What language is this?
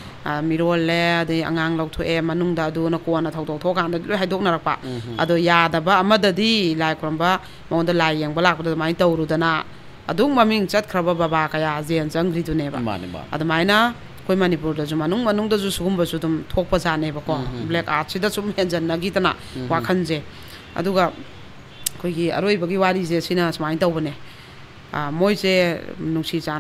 Manipuri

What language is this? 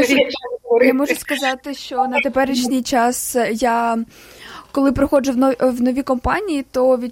Ukrainian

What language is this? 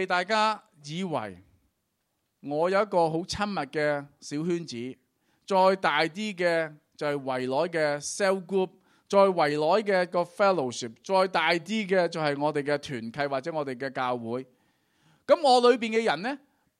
Cantonese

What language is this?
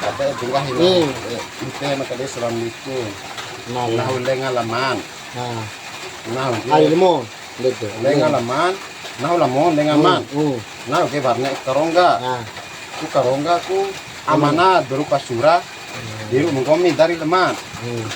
Bima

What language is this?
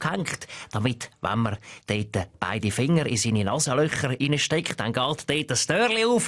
Swiss German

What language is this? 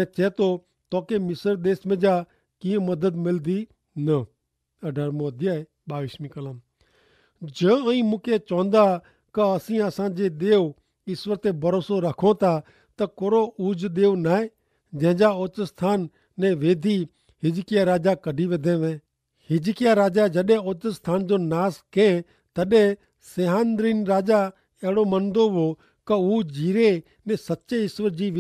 Kachhi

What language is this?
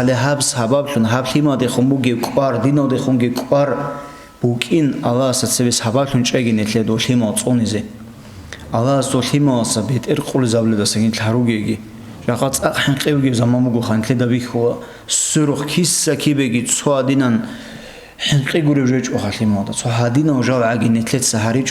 Avaric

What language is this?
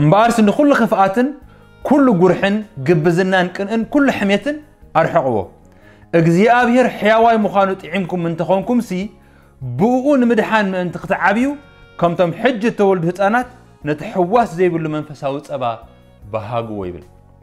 Tigrinya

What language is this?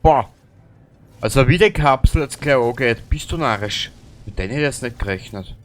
Bavarian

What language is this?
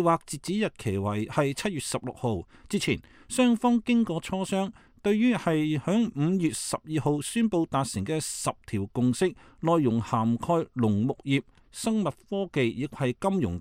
Cantonese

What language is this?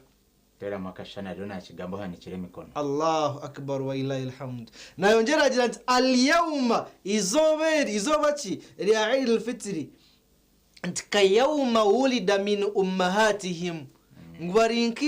Nyankole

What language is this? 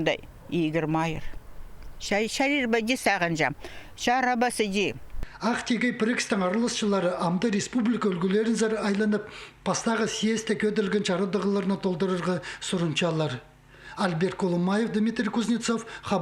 Khakas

